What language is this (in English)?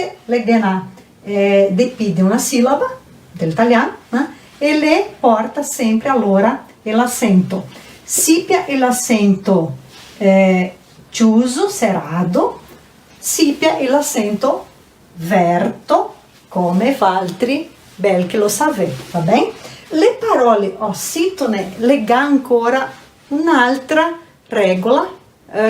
Venetian